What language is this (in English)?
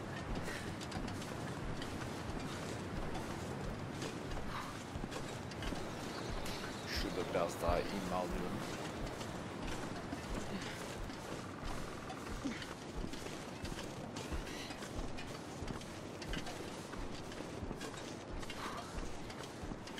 Turkish